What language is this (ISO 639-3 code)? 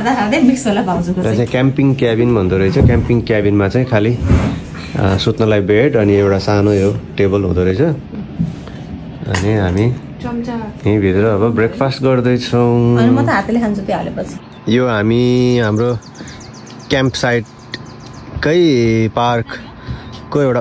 nep